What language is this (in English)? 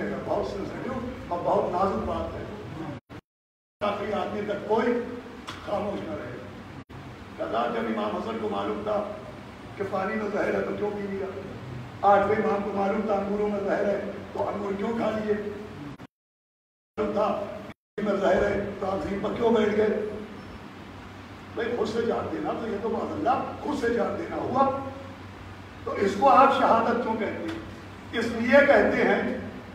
Urdu